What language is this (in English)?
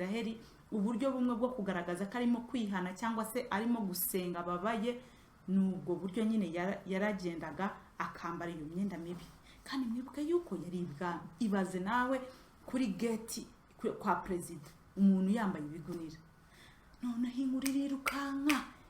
Kinyarwanda